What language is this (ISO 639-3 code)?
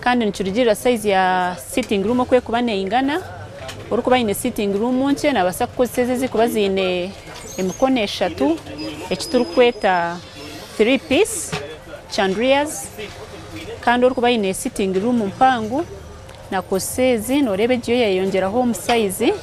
nyn